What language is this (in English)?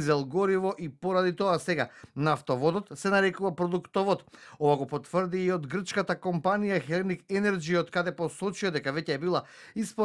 Macedonian